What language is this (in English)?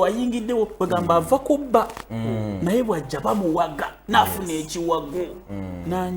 Ganda